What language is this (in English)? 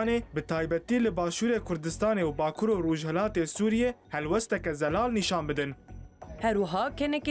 Kurdish